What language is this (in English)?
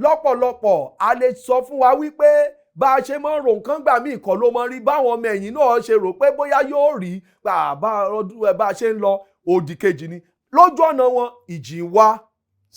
Yoruba